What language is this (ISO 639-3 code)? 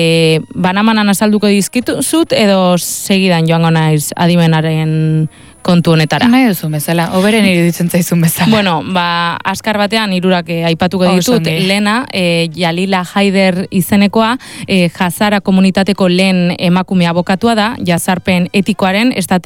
eus